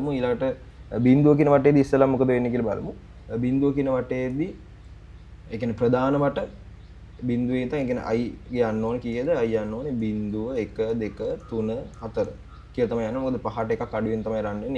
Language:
Sinhala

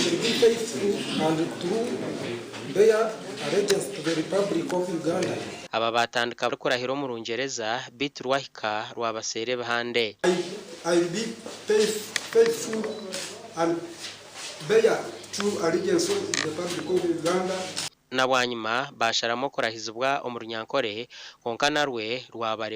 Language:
Nyankole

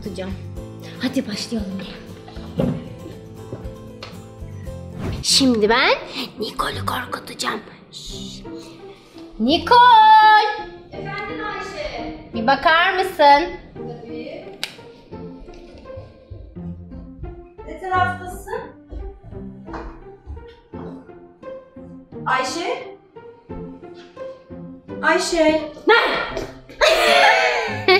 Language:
Turkish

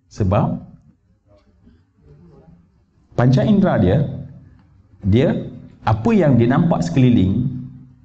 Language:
Malay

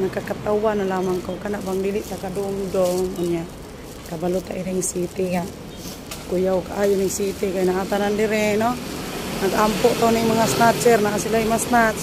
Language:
Cebuano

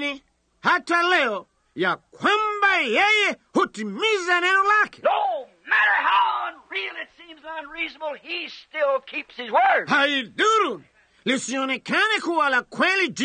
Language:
Swahili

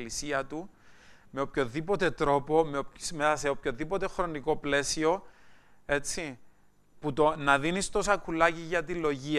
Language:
Greek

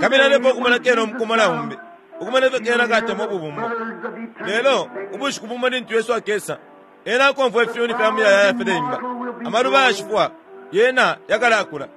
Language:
Bemba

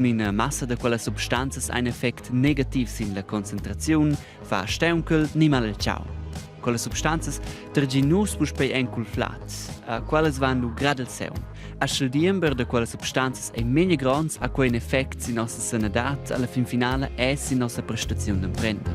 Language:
Romansh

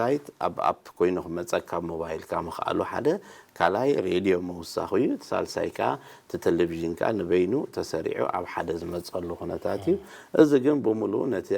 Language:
Tigrinya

